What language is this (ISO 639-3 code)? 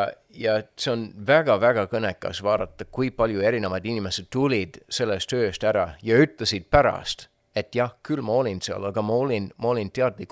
est